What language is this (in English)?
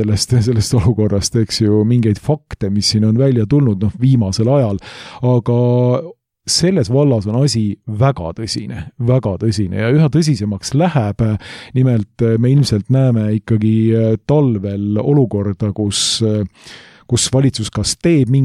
Estonian